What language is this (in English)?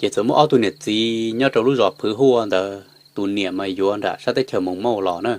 Hmong